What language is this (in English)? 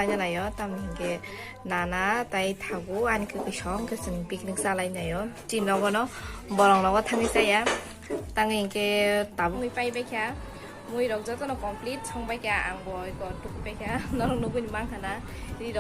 Kok Borok